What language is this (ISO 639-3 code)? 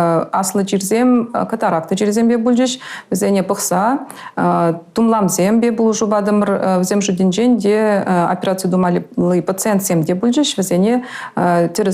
chv